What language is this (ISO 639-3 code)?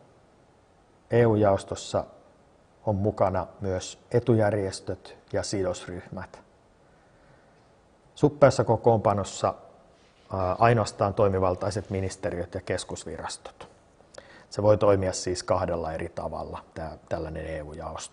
fin